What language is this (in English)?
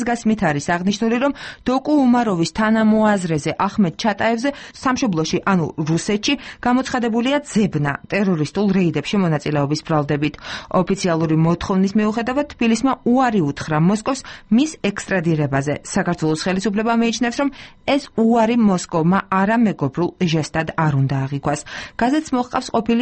Georgian